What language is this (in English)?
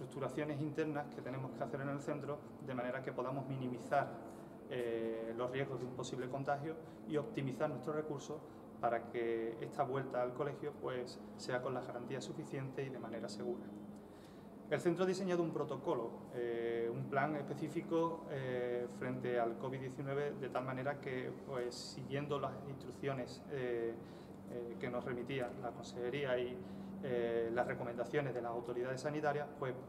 Spanish